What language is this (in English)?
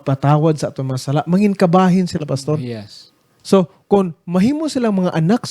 Hiligaynon